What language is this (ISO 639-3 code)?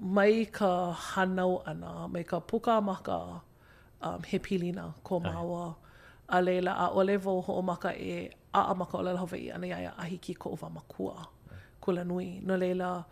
haw